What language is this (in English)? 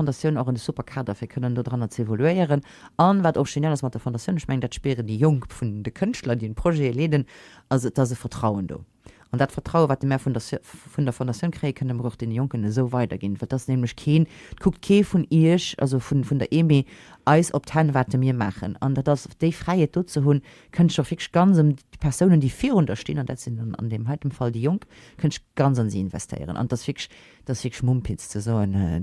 Luxembourgish